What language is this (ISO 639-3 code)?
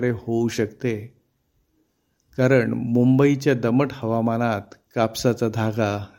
mar